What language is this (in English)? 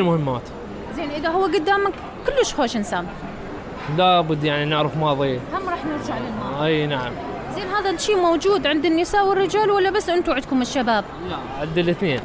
Mesopotamian Arabic